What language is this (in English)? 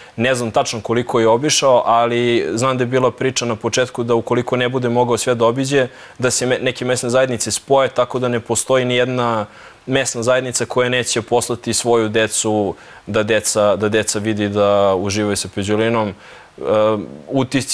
Serbian